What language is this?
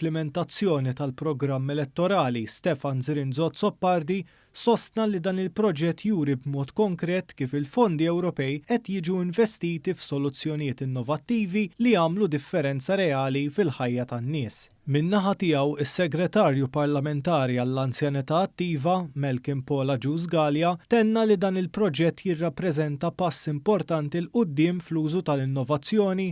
Maltese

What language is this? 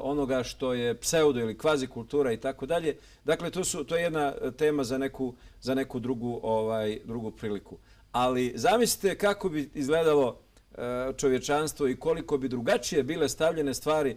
Bosnian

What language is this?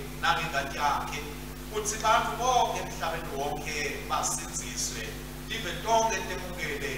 Swati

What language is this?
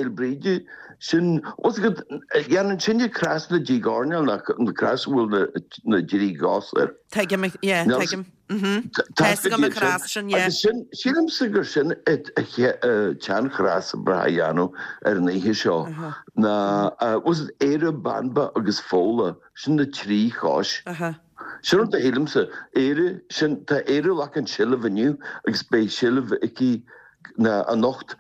Irish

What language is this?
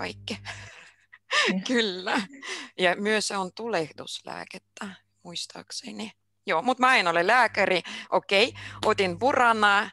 Finnish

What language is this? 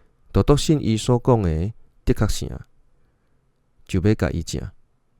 Min Nan Chinese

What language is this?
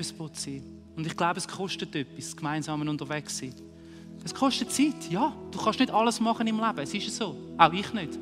Swiss German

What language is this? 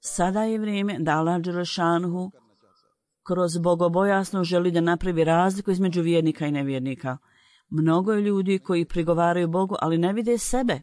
Bosnian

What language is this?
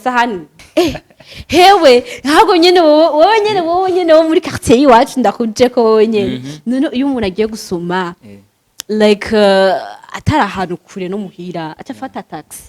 Rundi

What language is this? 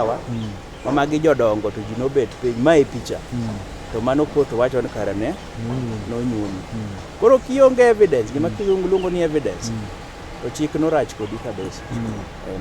Luo (Kenya and Tanzania)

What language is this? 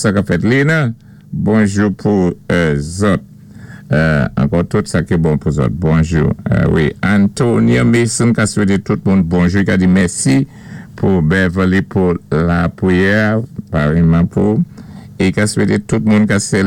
Saint Lucian Creole French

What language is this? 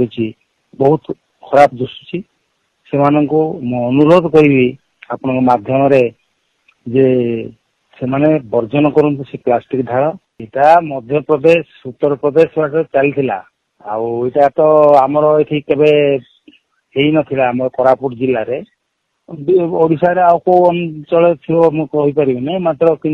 Odia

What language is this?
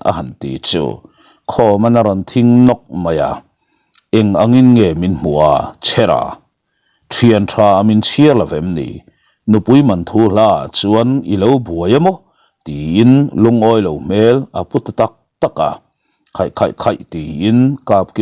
Mizo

